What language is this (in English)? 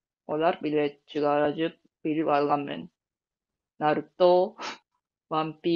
Tuvinian